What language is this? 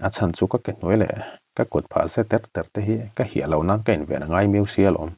Mizo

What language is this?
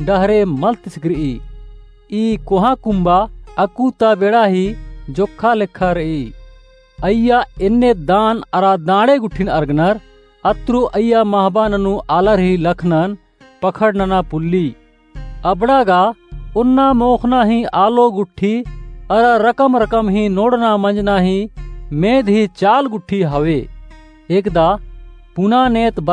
Kurukh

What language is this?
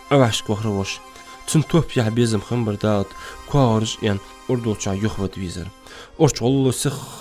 Ingush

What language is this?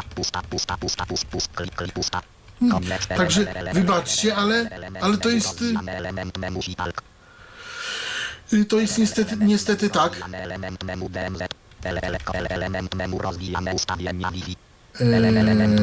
Polish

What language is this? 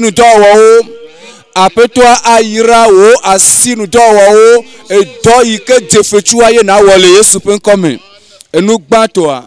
Ewe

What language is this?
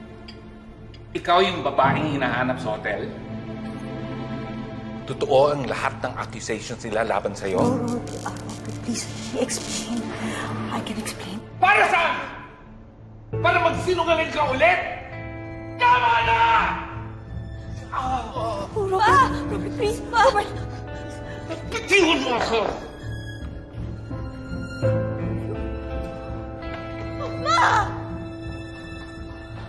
Filipino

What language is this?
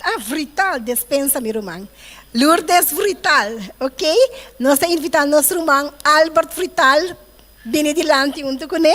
Papiamento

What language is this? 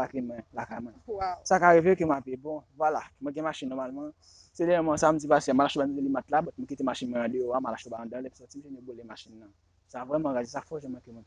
Haitian Creole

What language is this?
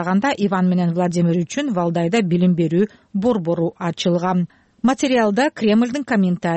Kyrgyz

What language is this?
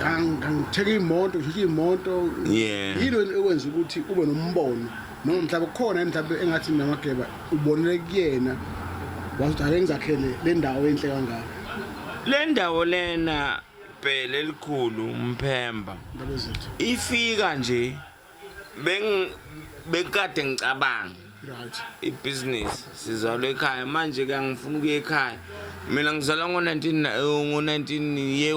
Zulu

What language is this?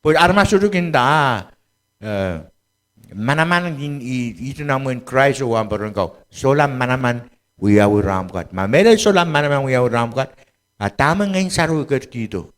Pohnpeian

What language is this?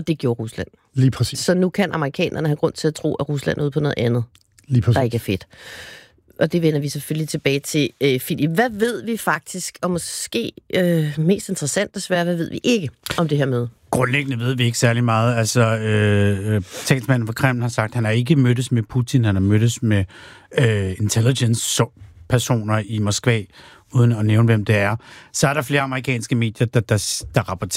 Danish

